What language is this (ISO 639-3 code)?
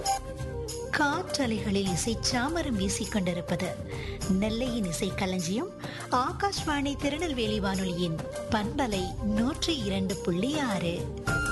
tam